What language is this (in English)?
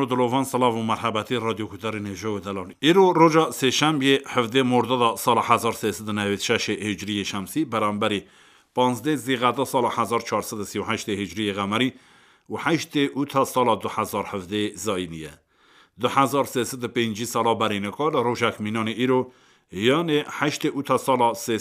Kurdish